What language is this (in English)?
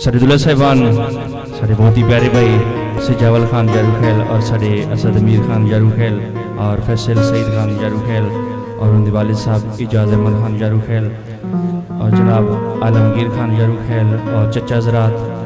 Saraiki